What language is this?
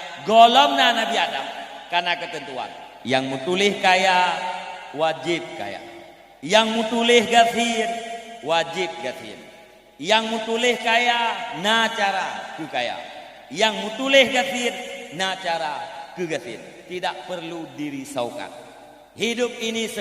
Achinese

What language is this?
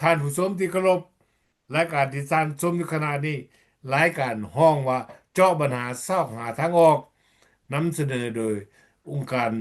Lao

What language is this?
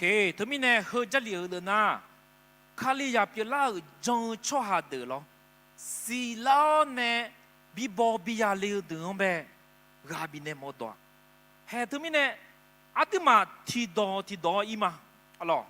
Akha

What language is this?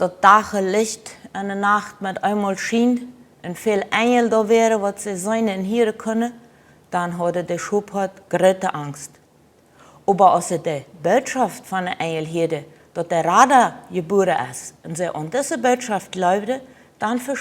Plautdietsch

